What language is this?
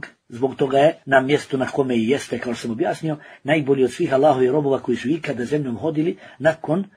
Bosnian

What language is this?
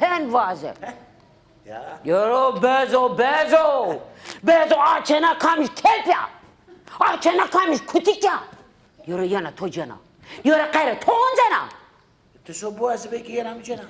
Zaza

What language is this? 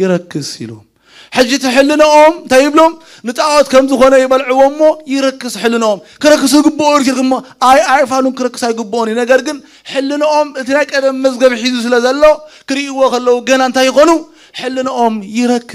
Tigrinya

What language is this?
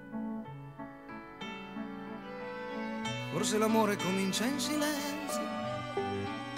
Italian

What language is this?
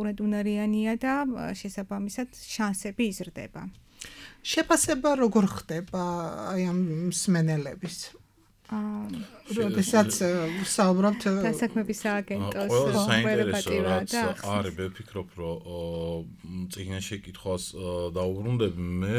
Georgian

